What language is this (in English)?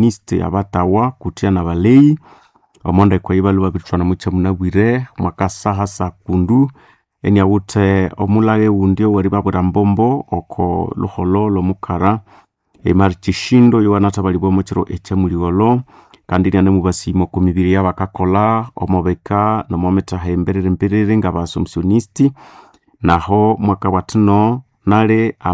Nande